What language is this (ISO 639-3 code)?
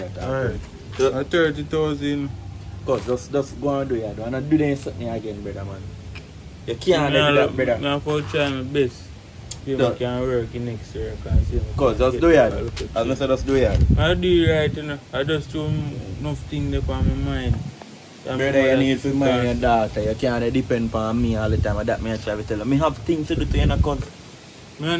jam